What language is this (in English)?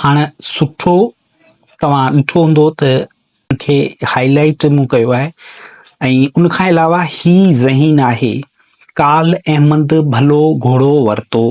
Sindhi